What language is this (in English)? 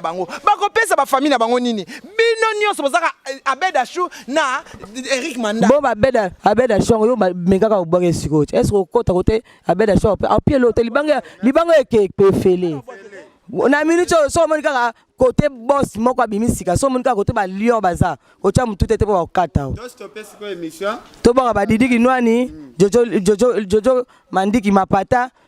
Lingala